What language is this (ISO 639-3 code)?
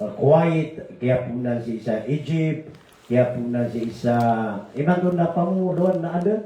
mrw